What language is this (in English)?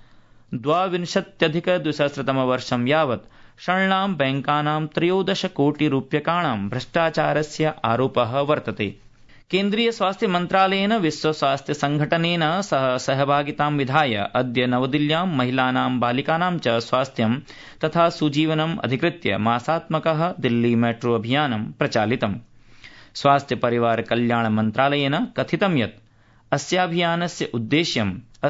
Sanskrit